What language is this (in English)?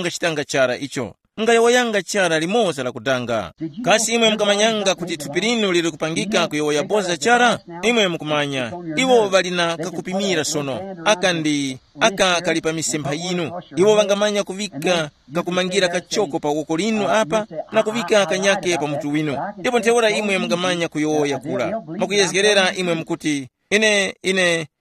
Tumbuka